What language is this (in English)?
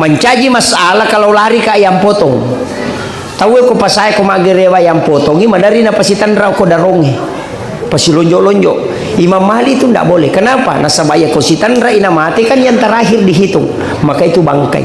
Buginese